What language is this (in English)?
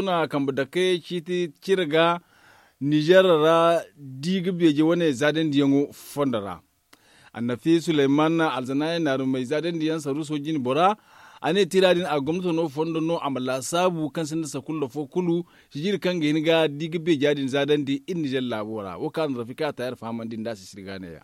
Zarma